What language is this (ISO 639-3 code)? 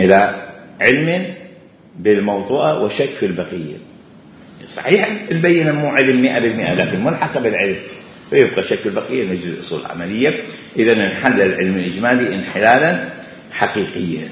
acm